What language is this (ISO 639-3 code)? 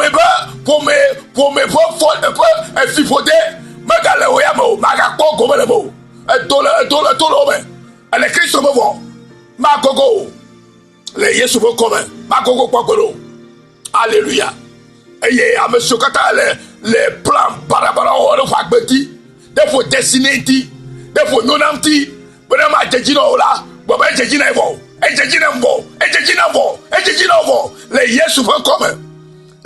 ewe